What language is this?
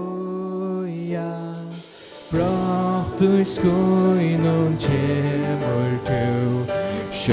Faroese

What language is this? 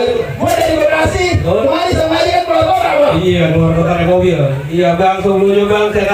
Betawi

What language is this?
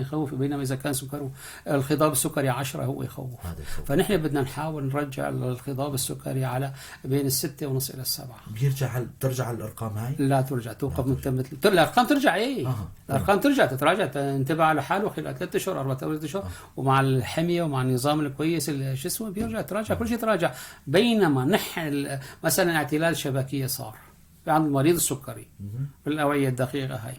North Levantine Arabic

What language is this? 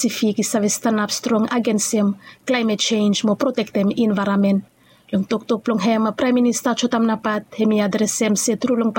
Bislama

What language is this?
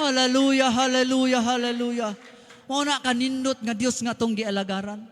Cebuano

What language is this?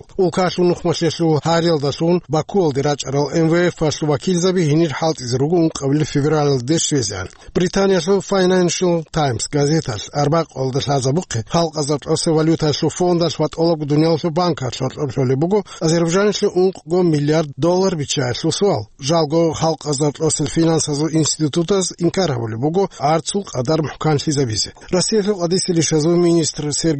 Avaric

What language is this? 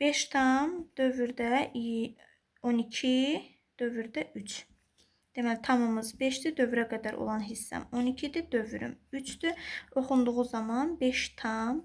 Azerbaijani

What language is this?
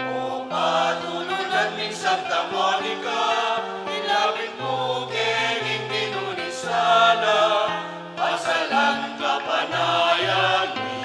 Pampanga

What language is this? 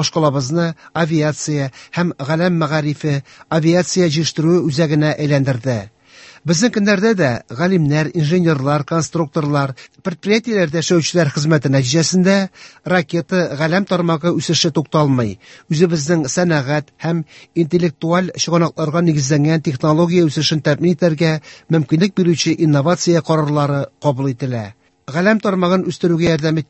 Tatar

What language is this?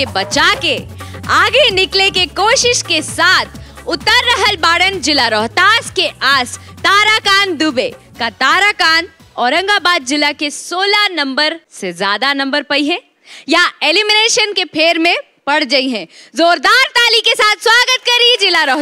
Bhojpuri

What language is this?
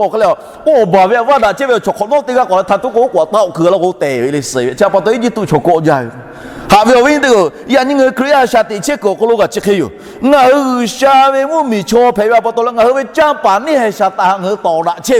Lahu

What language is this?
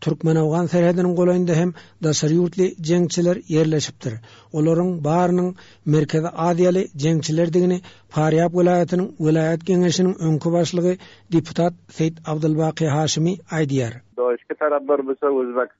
Turkmen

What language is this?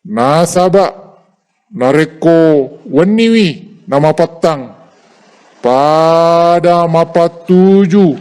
Buginese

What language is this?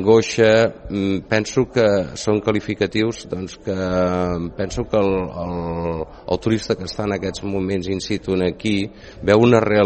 Catalan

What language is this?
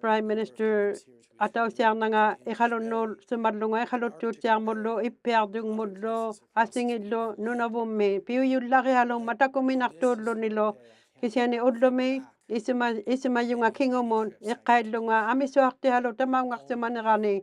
Inuktitut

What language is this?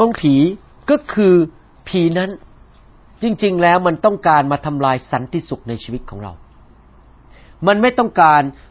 Thai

